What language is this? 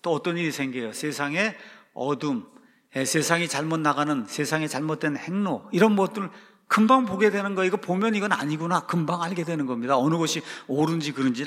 Korean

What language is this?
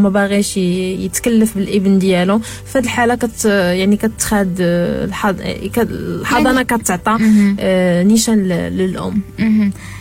Moroccan Arabic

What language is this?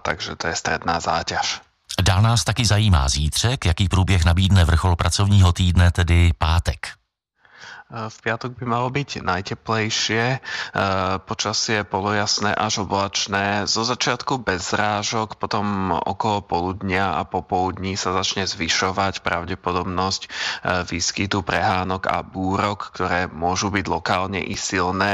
Slovak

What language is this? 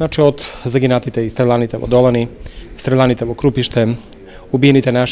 Macedonian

